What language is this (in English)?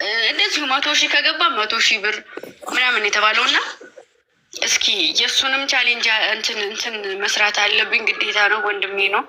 Amharic